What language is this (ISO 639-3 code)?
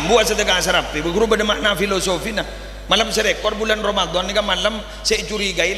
mad